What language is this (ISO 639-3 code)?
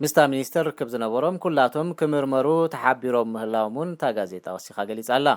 tir